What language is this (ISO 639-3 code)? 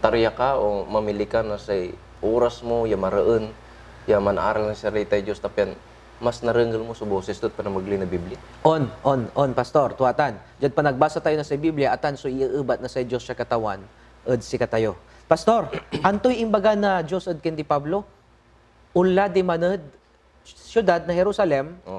pag